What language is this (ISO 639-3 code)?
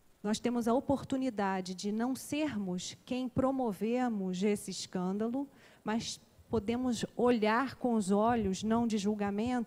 por